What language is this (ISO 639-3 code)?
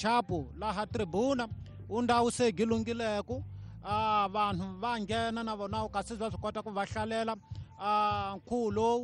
tso